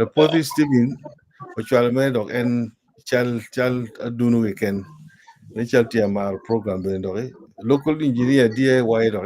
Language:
Acoli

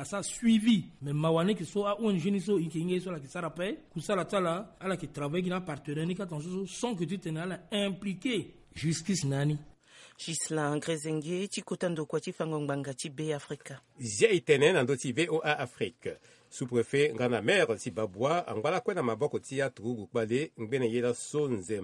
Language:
Sango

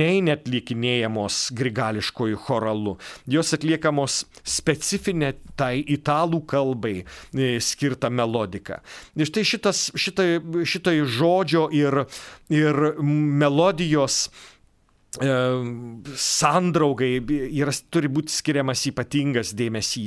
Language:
Lithuanian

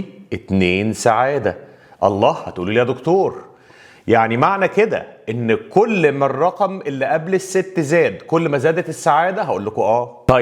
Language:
Egyptian Arabic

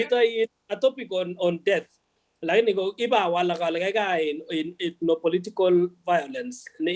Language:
Kalenjin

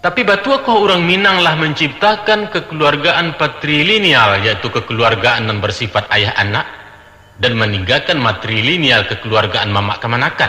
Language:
Minangkabau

